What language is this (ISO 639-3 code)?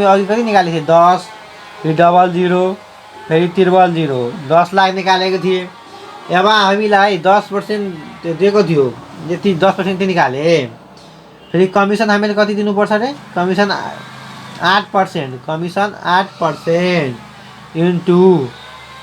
nep